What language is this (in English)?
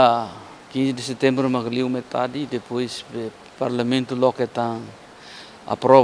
Tetum